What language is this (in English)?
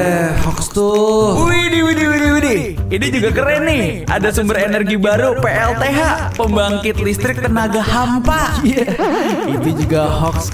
Manado Malay